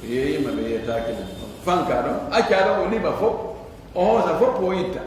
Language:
Pular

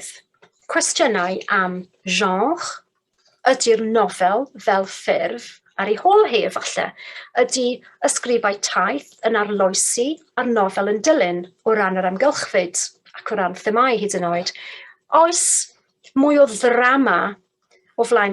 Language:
Welsh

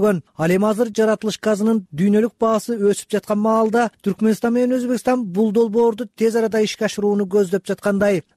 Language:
Kyrgyz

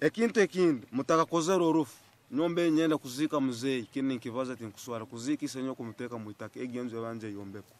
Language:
Nyankole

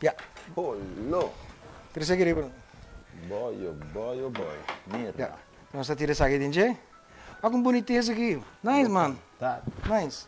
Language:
Papiamento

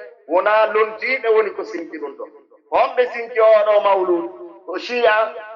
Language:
Pular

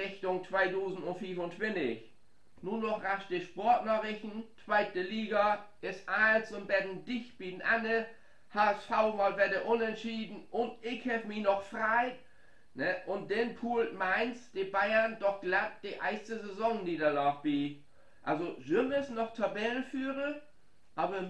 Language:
Low German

